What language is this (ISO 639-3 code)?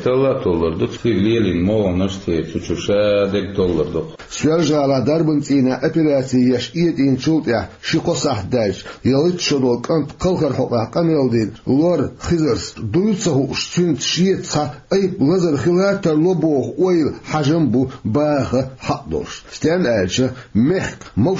che